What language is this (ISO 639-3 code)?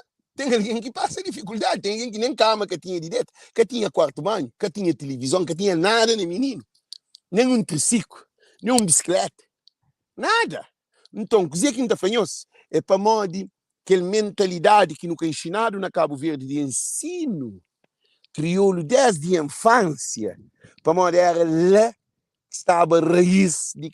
kea